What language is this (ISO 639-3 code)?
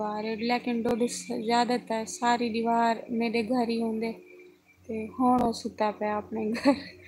skr